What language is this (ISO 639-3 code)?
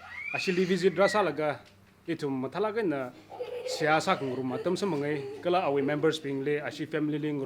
nmf